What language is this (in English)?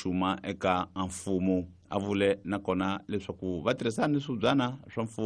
Tsonga